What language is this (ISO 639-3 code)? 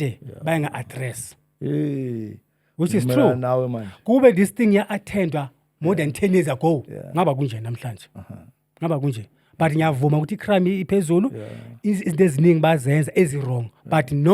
zul